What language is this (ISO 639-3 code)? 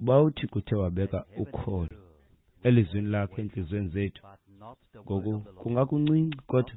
xho